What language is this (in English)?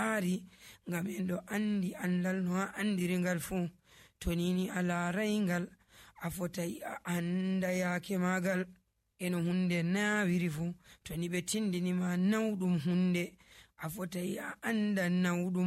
Nigerian Fulfulde